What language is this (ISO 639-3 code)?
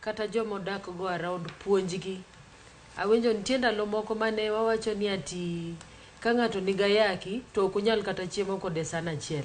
luo